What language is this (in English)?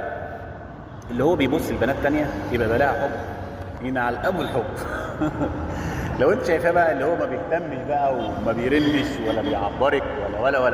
Egyptian Arabic